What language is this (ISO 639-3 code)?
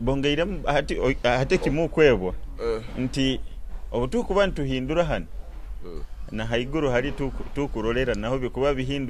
nyo